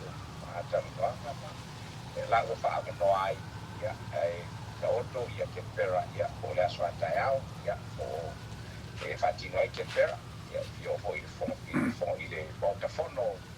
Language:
Samoan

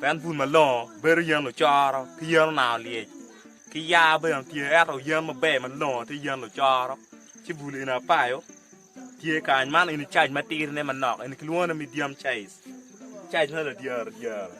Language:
Acoli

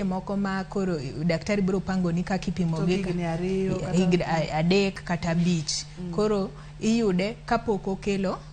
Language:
Luo (Kenya and Tanzania)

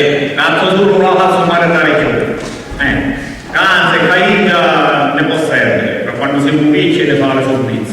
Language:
Sicilian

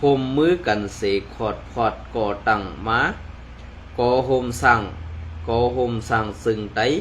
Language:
Shan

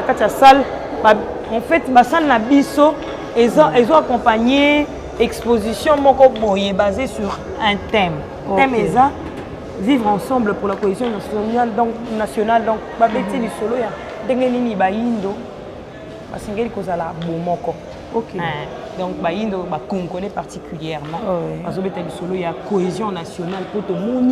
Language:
Lingala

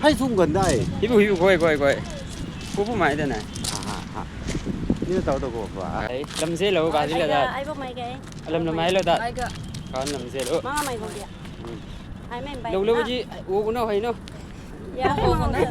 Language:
Chang Naga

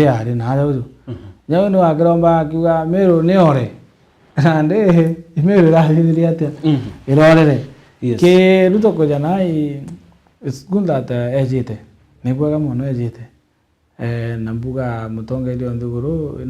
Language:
Meru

